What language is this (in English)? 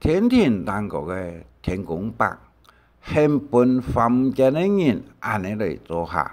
Hakka Chinese